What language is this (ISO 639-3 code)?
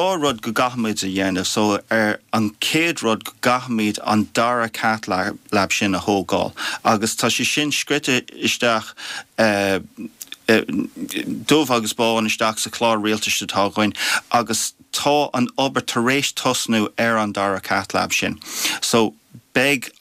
gle